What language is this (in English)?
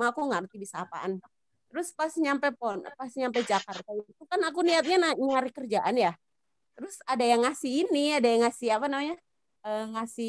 Indonesian